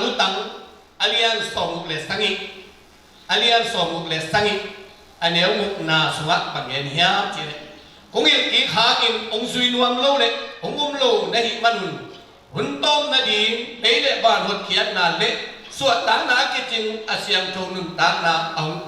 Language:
Tedim Chin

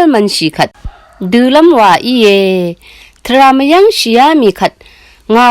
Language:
Rawang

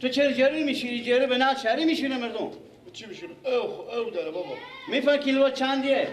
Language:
Persian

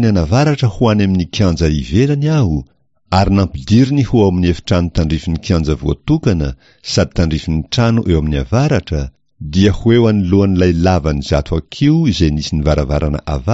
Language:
Malagasy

